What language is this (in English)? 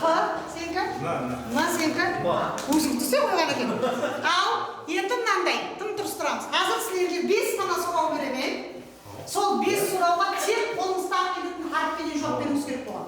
Kara-Kalpak